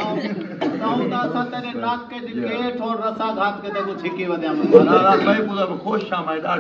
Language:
Saraiki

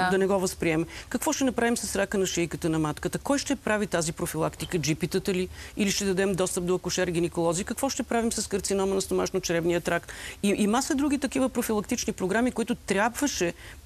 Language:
Bulgarian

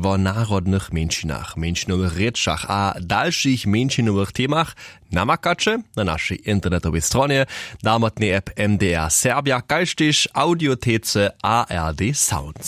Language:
Upper Sorbian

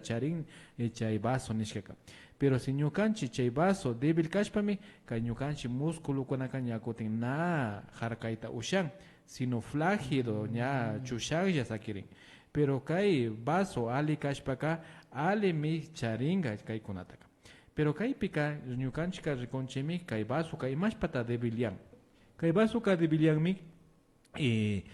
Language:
Imbabura Highland Quichua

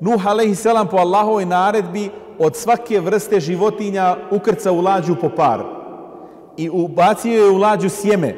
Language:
Bosnian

